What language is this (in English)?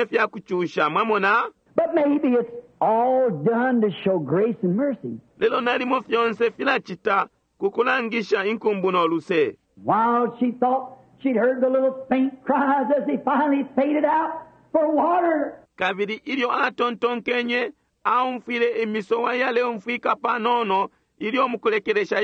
Bemba